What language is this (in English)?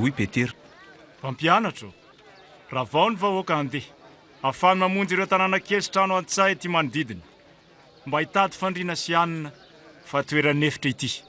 Malagasy